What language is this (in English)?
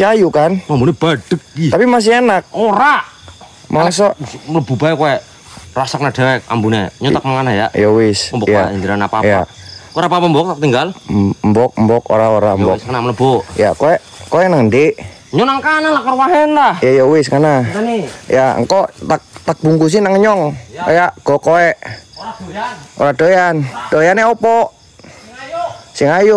Indonesian